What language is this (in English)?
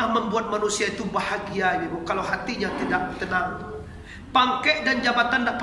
Minangkabau